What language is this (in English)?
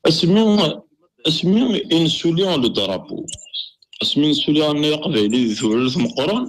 Kabyle